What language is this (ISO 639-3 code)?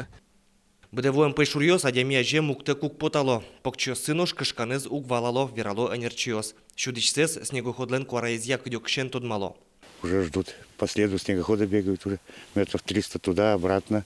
udm